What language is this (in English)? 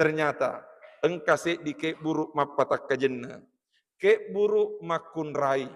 Buginese